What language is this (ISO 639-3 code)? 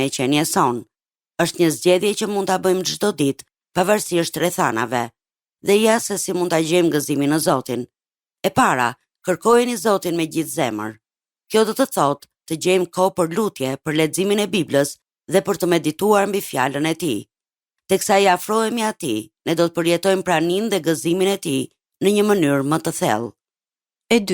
sqi